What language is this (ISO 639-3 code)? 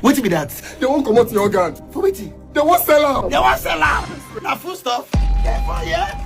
pcm